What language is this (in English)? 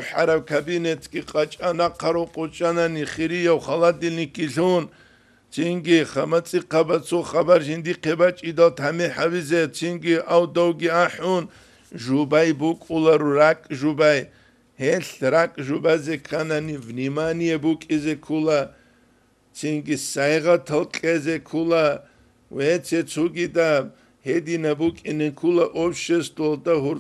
Avaric